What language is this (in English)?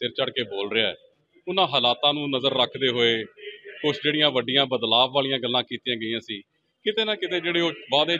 Punjabi